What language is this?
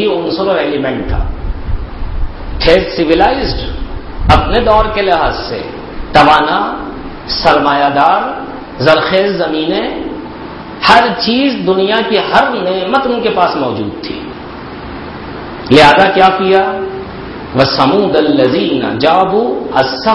Urdu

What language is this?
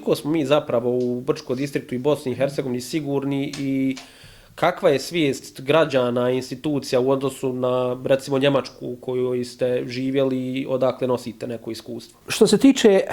Bosnian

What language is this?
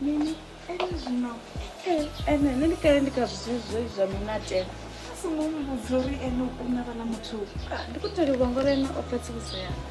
Venda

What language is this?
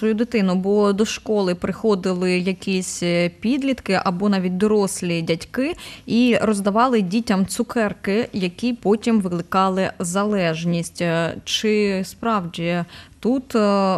Ukrainian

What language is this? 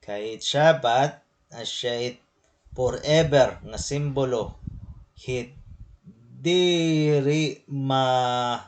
Waray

